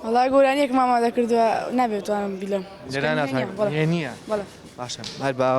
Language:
Central Kurdish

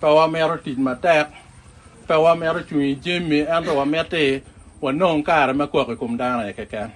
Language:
Acoli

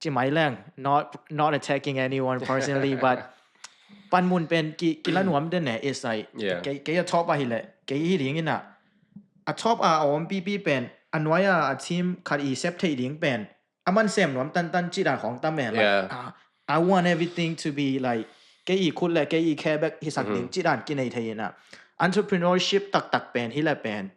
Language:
Tedim Chin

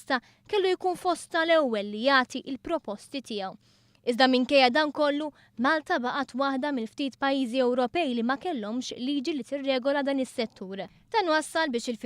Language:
Maltese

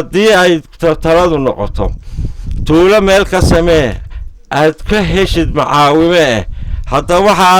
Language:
Somali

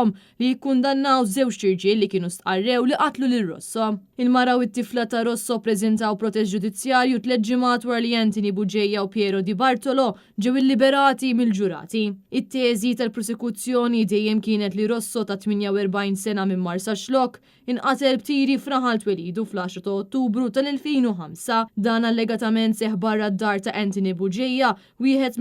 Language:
Maltese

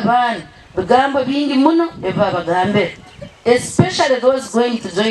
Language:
Nyankole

